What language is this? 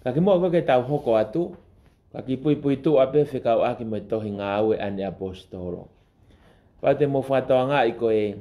Tongan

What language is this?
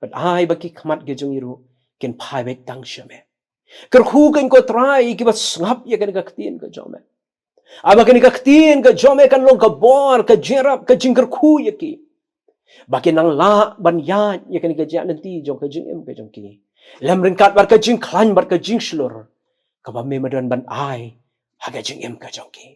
Khasi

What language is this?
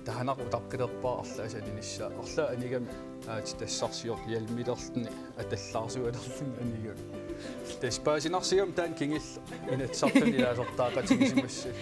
Kalaallisut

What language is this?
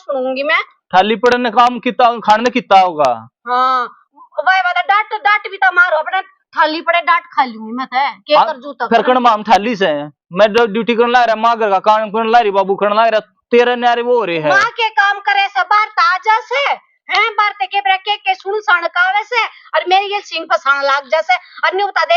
Haryanvi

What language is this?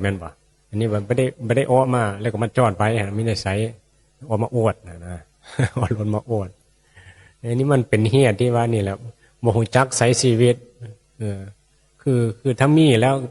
Northeastern Thai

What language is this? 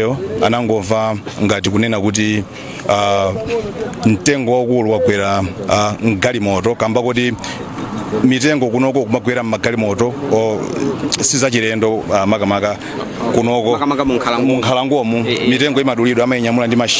Nyanja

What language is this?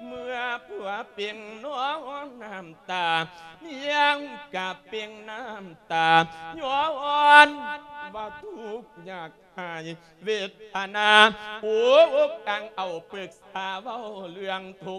Lao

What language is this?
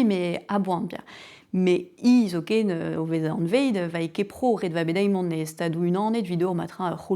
Breton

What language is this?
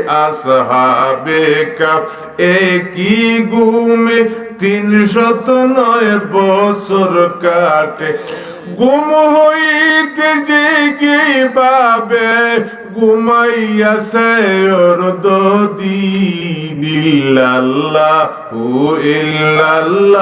Sylheti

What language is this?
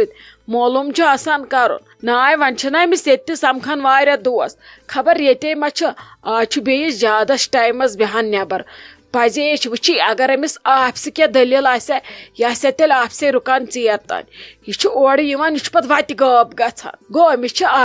Kashmiri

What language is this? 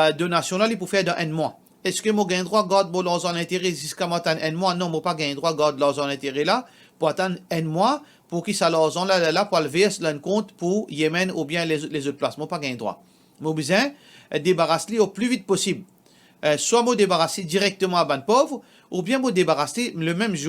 Morisyen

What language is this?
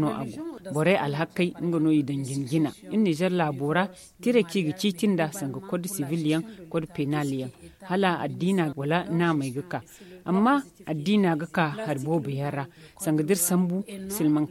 Zarma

